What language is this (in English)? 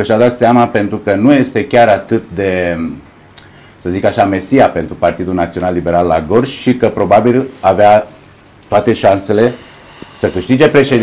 Romanian